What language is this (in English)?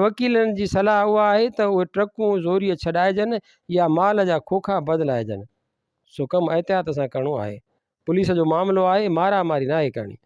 Sindhi